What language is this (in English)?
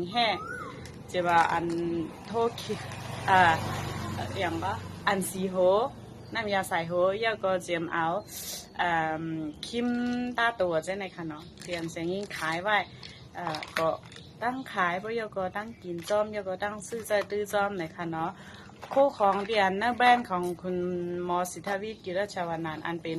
Shan